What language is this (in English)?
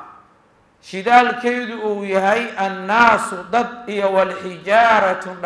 Somali